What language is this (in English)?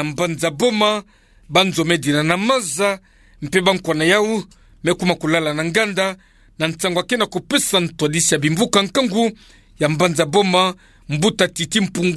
Kituba (Democratic Republic of Congo)